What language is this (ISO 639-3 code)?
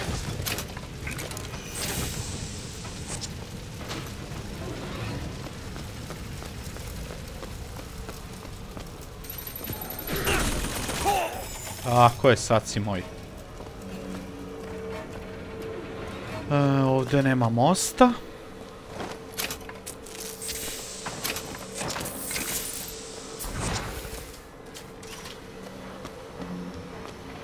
hrv